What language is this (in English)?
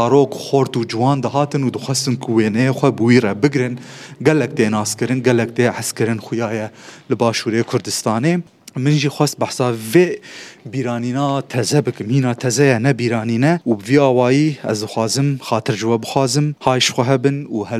Kurdish